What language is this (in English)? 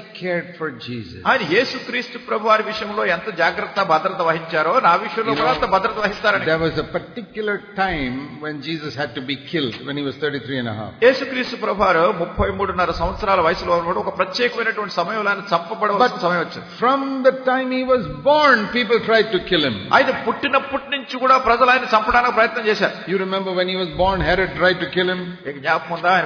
Telugu